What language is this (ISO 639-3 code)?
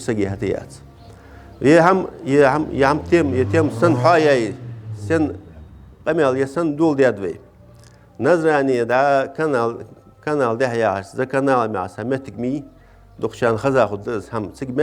inh